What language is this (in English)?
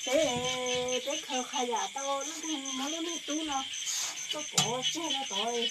Hmong